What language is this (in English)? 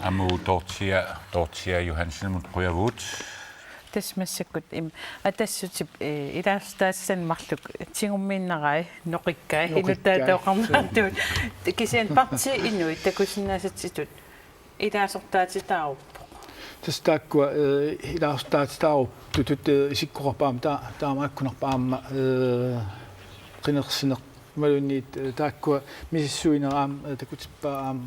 Kalaallisut